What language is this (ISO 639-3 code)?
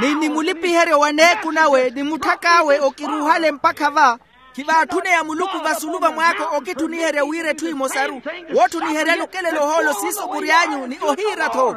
vmw